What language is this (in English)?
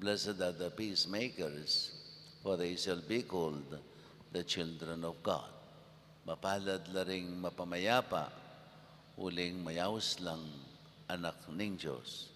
Pampanga